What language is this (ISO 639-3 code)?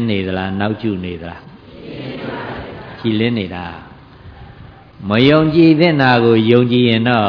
mya